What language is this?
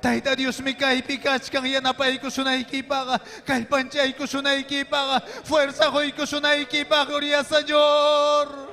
Ayacucho Quechua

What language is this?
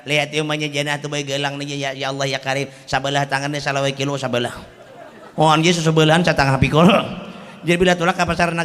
Banjar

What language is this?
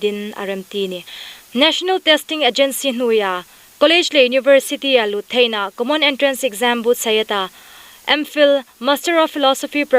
Hmar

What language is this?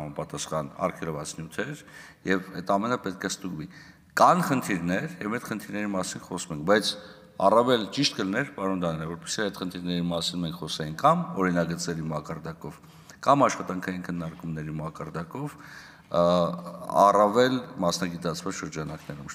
Armenian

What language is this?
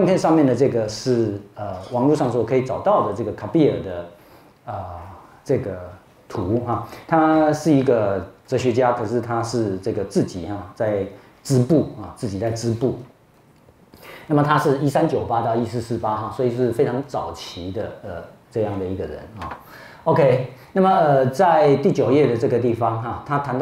Chinese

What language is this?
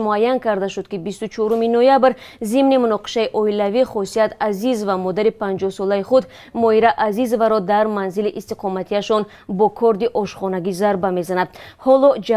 Tajik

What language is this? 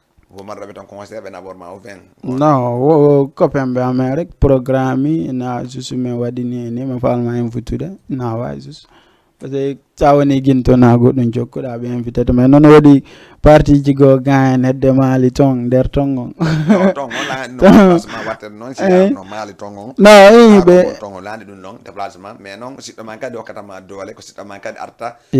Fula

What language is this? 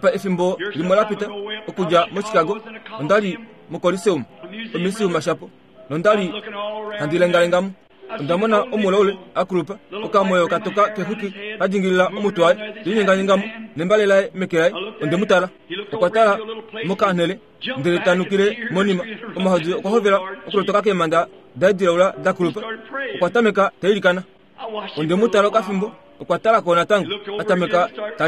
Kuanyama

